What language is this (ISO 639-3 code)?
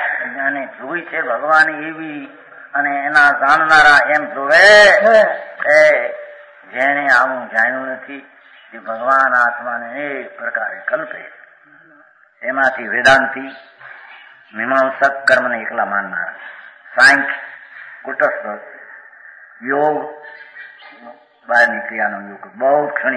guj